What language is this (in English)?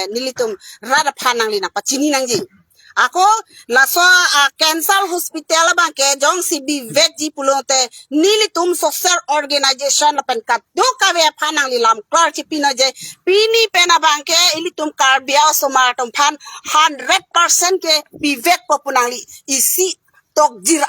Karbi